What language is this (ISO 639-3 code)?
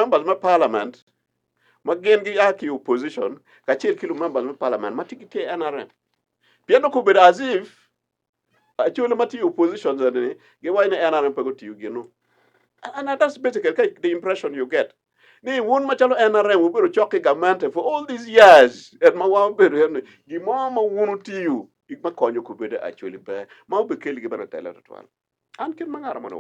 ach